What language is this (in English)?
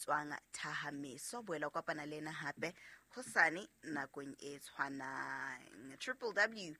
Southern Sotho